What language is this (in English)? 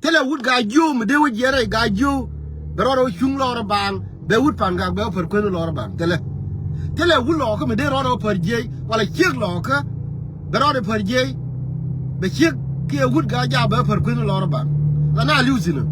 Nuer